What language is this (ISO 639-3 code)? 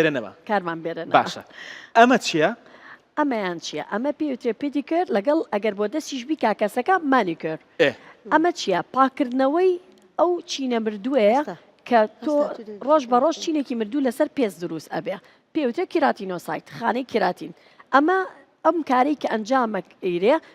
ckb